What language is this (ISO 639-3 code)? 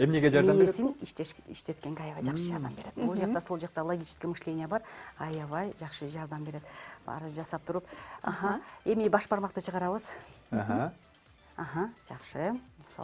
kir